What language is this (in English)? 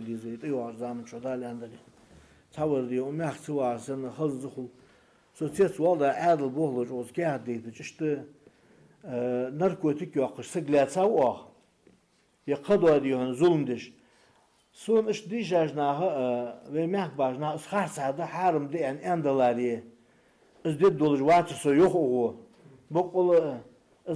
Ingush